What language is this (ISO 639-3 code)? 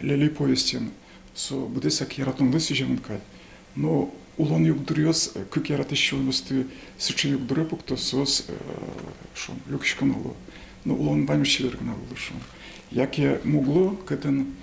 udm